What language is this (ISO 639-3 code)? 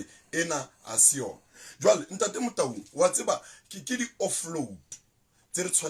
sot